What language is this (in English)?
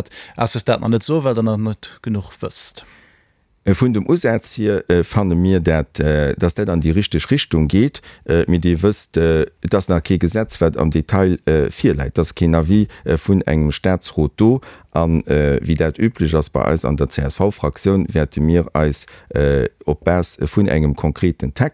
Luxembourgish